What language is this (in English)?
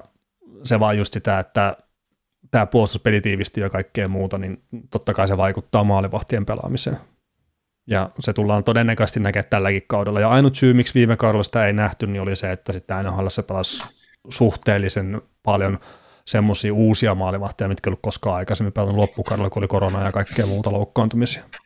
Finnish